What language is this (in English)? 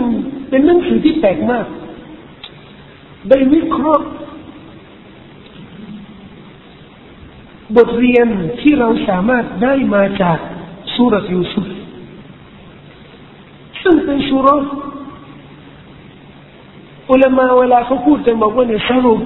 Thai